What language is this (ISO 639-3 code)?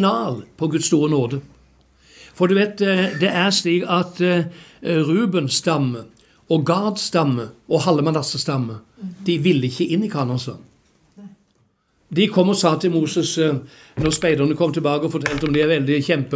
nor